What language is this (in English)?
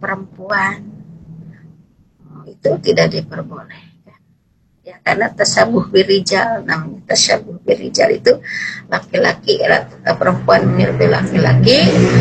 Indonesian